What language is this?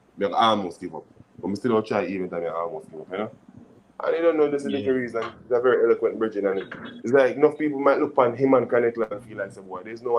Jamaican Creole English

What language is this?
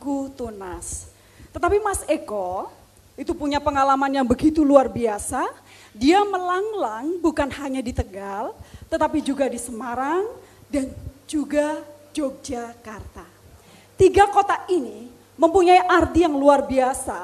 Indonesian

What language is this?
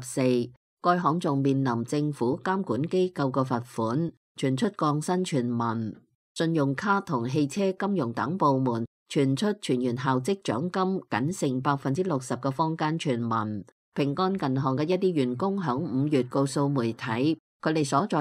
Cantonese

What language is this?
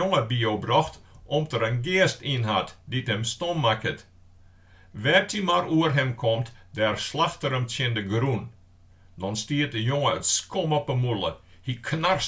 Western Frisian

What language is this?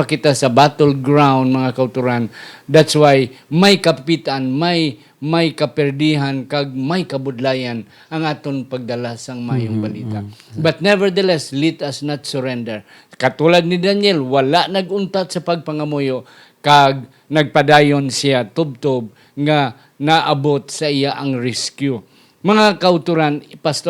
Hiligaynon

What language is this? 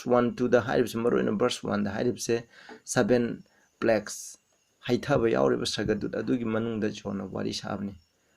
Manipuri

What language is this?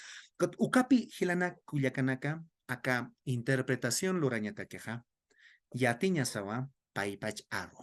Aymara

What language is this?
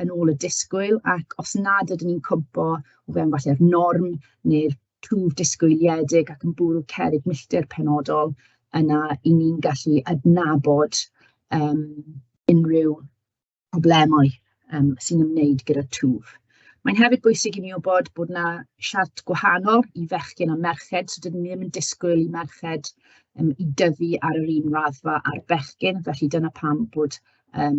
Welsh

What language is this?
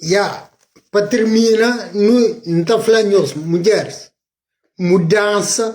Kabuverdianu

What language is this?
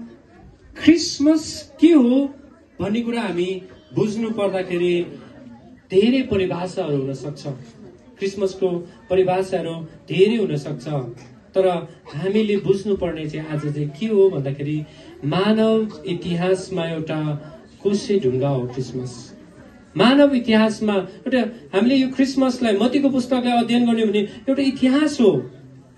Nepali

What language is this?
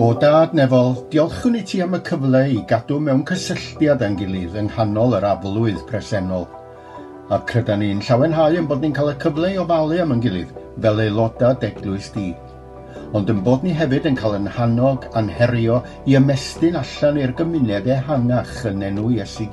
Welsh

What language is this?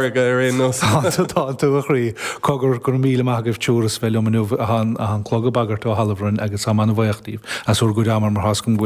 Irish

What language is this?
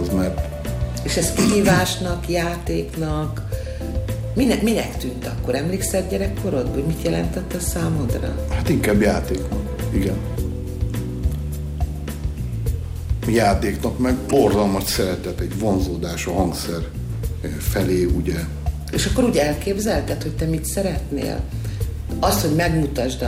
Hungarian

